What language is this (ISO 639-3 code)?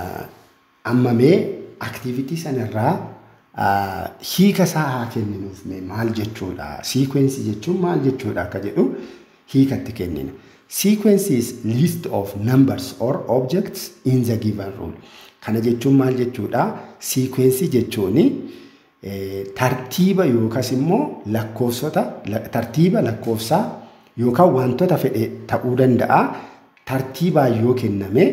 orm